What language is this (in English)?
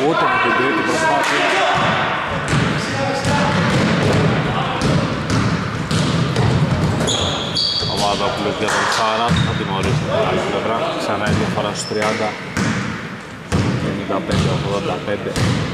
Greek